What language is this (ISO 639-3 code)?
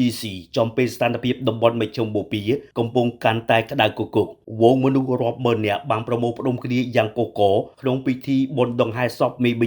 khm